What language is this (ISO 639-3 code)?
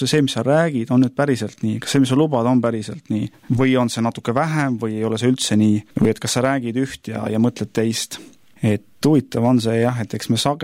est